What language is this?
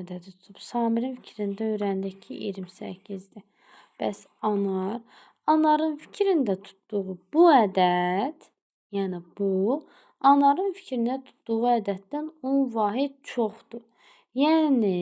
Azerbaijani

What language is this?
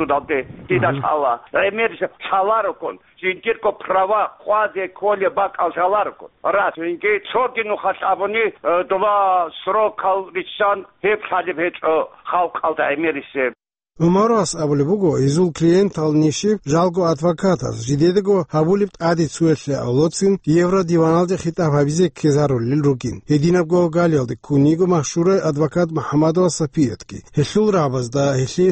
Avaric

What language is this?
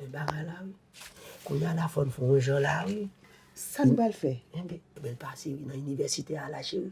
Haitian Creole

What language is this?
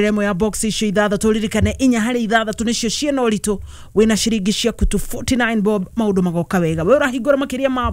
Kikuyu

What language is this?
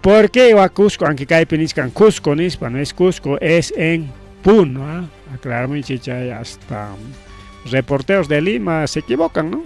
Ayacucho Quechua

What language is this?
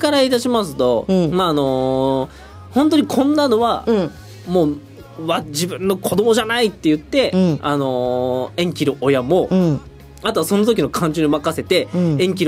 Japanese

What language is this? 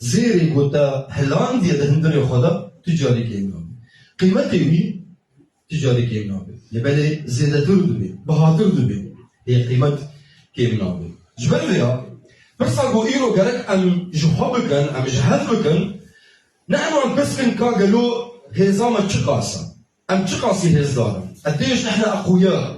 Kurdish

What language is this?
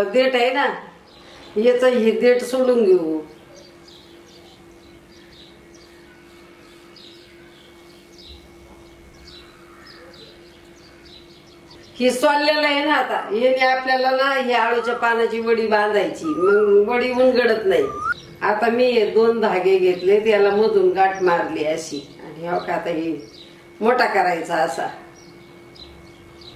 Marathi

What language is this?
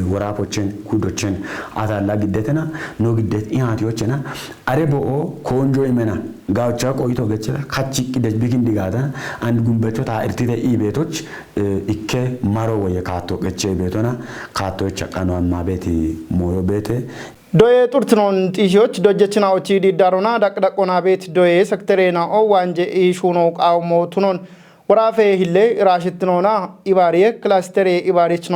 Kafa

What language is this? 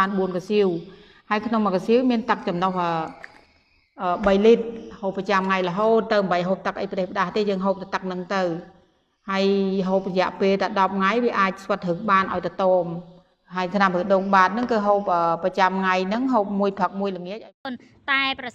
Khmer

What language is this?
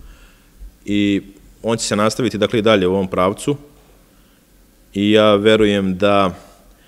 Serbian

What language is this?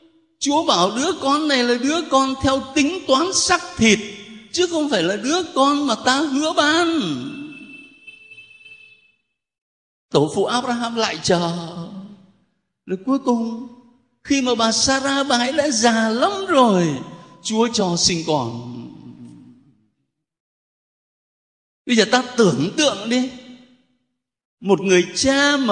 Vietnamese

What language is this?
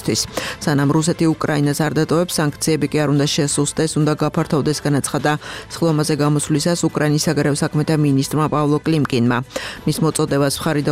Georgian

